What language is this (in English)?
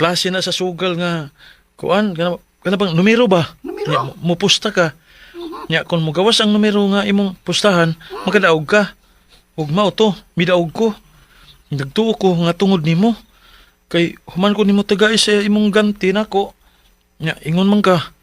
Cebuano